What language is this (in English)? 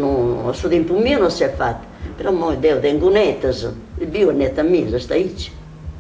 Sardinian